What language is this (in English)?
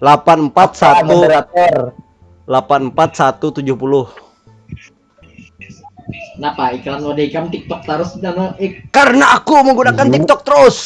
Banjar